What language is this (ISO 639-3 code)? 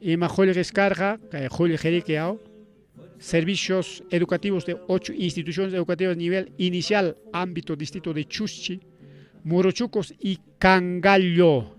quy